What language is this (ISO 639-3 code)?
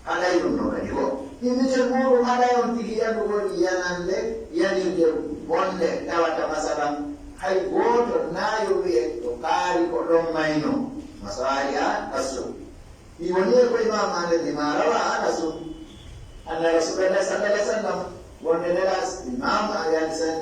fuf